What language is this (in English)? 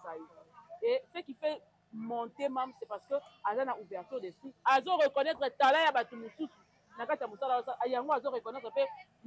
Lingala